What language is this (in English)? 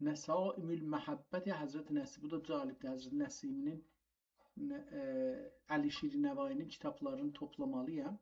South Azerbaijani